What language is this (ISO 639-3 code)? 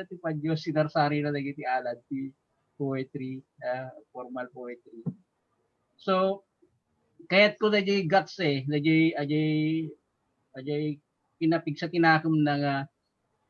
ilo